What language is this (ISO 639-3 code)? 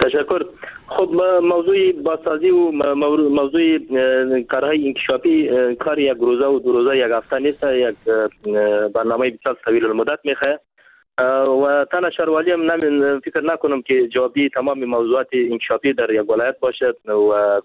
fas